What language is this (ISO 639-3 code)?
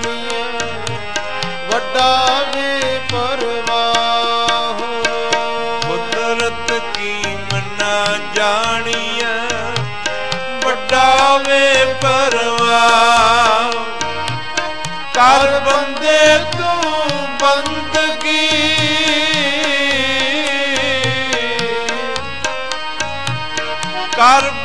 pan